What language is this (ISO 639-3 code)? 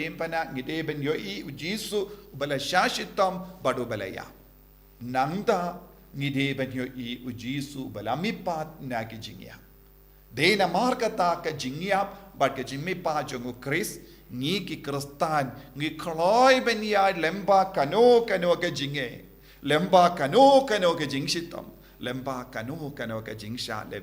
kha